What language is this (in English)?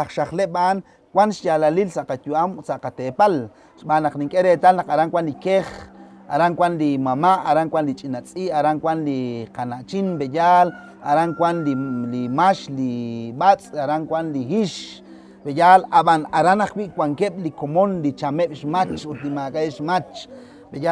Kekchí